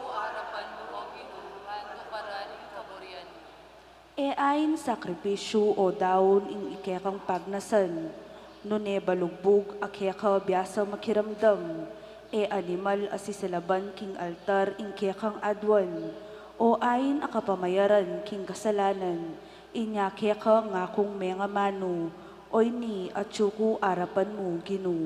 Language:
Pampanga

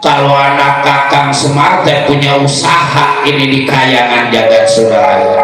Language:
Betawi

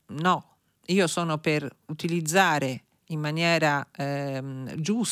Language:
Italian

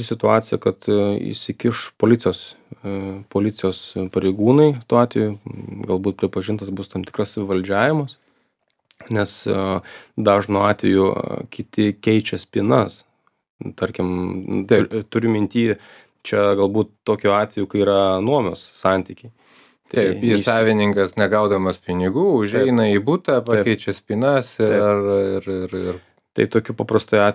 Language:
Lithuanian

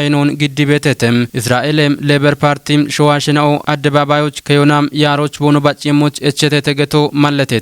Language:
Kafa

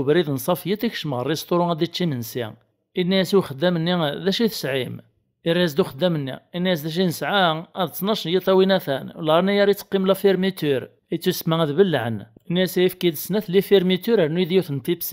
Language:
Kabyle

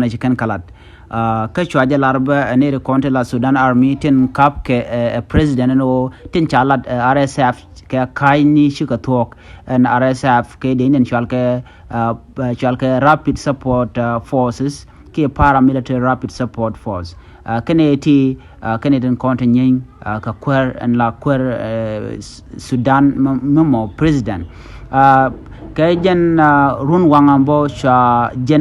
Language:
Nuer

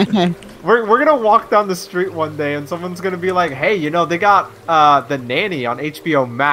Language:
English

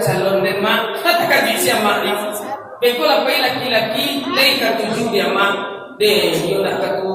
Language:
Minangkabau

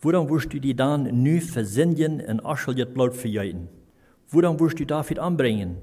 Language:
Plautdietsch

